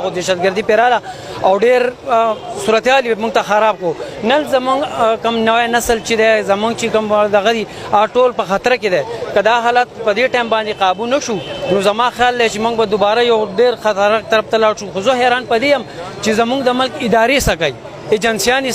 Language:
Pashto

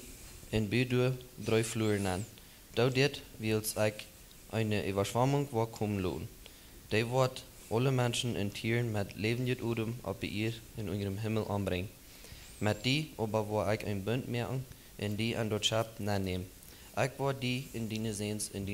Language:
Plautdietsch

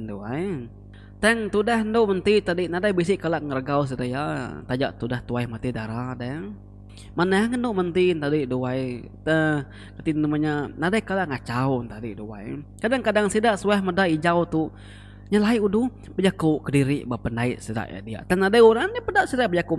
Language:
Iban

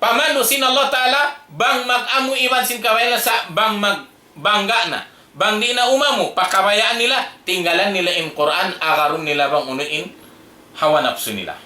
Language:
Tausug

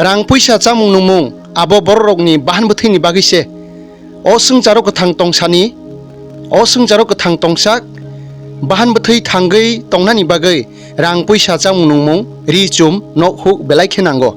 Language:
Kok Borok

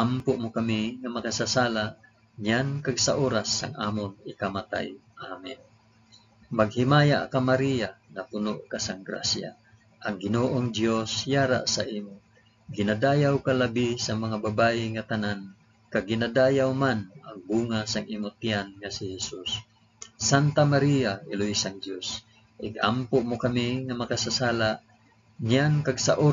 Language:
Hiligaynon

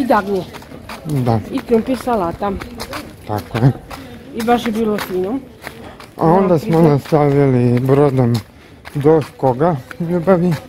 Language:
Croatian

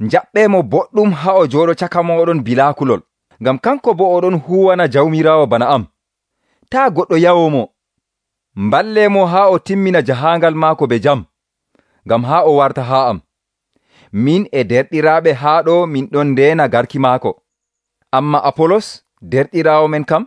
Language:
Nigerian Fulfulde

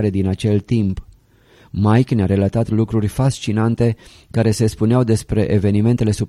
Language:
Romanian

